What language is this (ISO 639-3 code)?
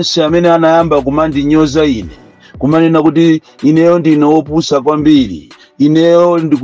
nya